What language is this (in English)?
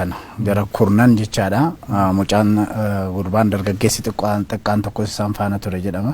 Oromo